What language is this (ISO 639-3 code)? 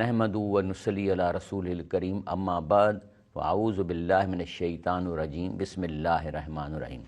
snd